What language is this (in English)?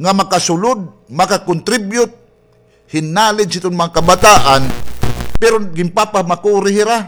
Waray